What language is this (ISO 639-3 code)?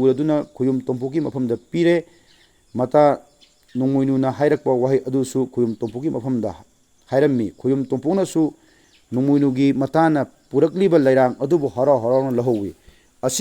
mni